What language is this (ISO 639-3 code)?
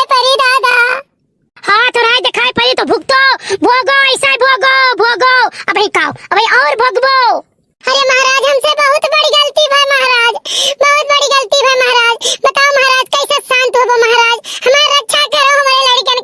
awa